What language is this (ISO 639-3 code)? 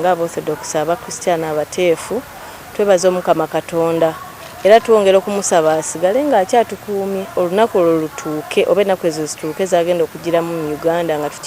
lug